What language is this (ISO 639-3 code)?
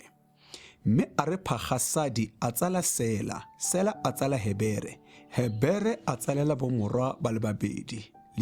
tsn